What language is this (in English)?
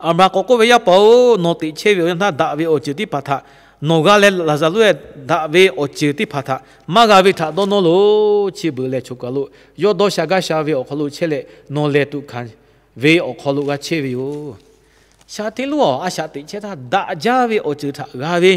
Lahu